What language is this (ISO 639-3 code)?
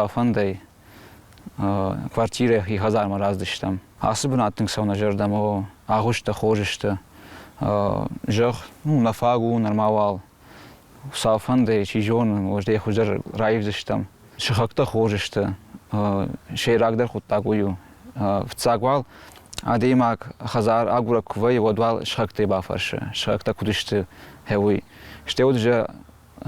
oss